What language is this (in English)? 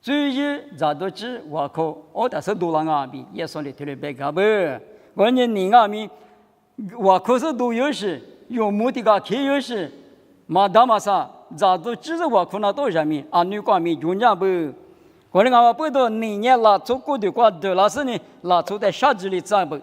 Lisu